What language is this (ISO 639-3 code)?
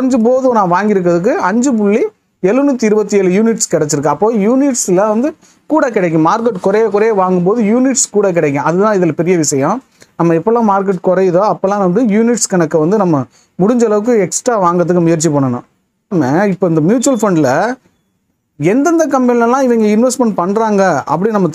tam